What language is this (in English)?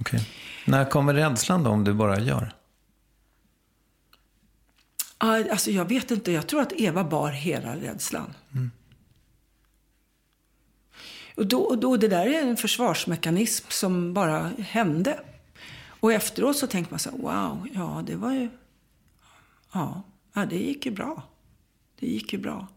Swedish